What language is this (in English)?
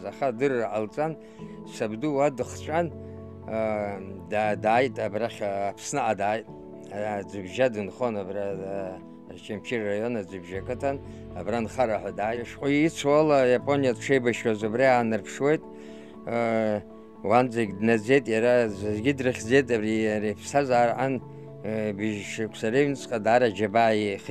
Abkhazian